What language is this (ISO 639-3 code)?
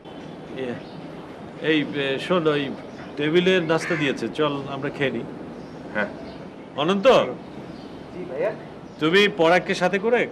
ben